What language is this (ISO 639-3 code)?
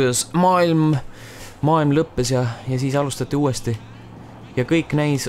est